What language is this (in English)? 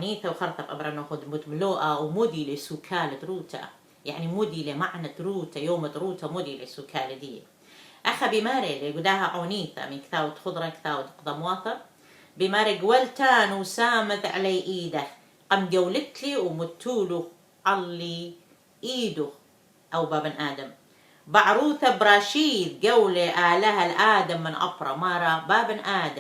Assyrian Neo-Aramaic